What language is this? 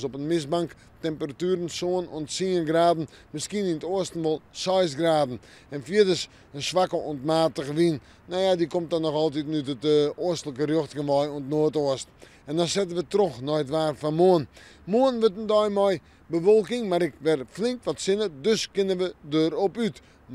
Western Frisian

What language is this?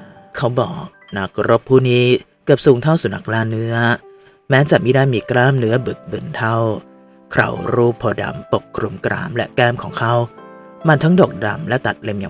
Thai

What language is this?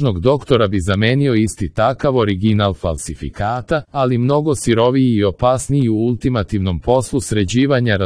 Serbian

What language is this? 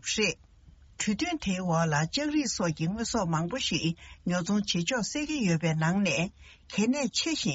Tibetan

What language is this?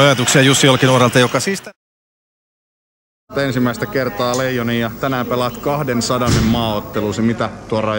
Finnish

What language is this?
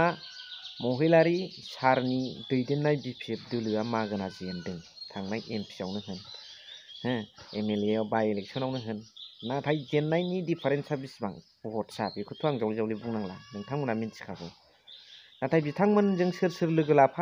Bodo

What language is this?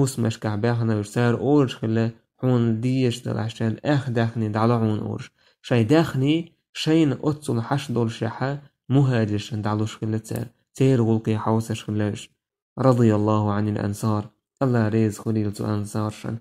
Chechen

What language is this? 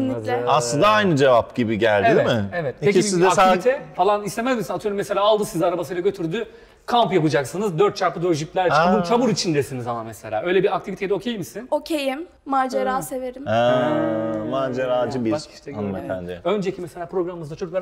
Turkish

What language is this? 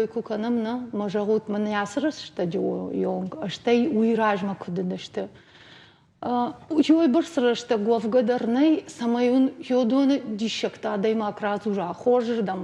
Ossetic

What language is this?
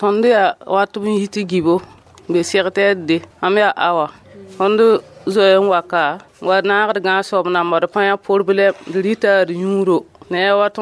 Mossi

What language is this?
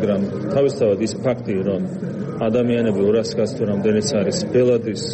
Georgian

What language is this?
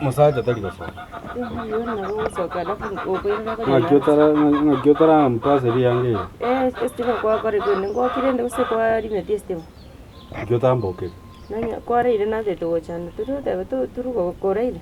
Gusii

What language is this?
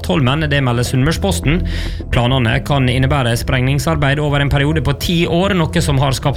Norwegian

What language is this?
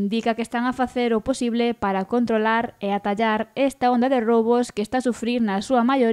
Galician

